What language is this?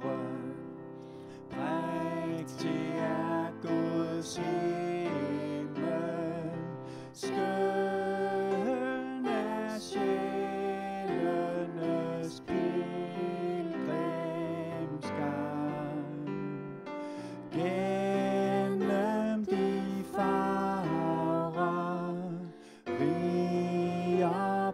Danish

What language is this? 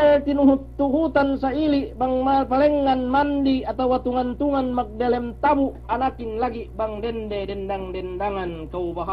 Yakan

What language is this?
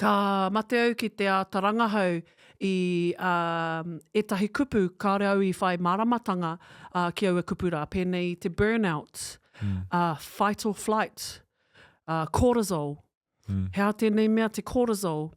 Māori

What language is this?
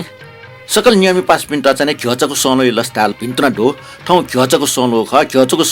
Newari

